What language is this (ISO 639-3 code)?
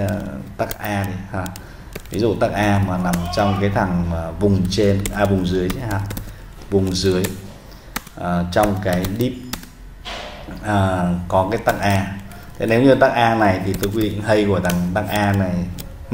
vie